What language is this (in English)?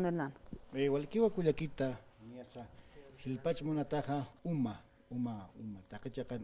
Aymara